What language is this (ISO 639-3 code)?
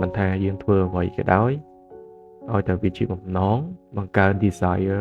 khm